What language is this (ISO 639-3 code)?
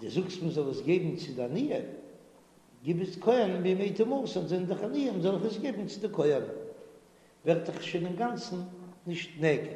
yid